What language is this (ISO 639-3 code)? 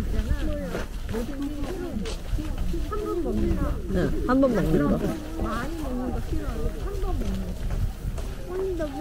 kor